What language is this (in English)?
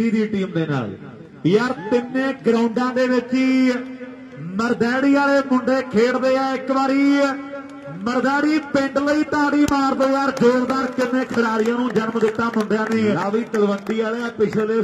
Punjabi